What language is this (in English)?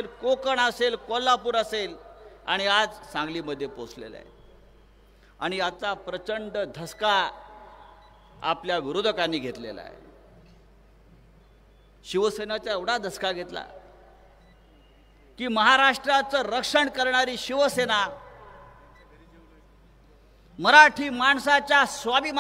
Marathi